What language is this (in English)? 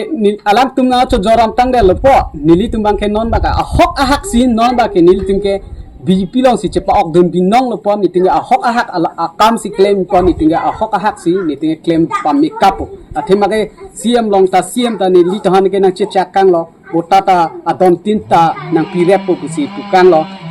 Karbi